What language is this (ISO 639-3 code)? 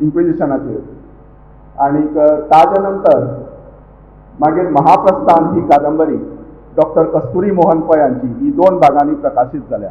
kok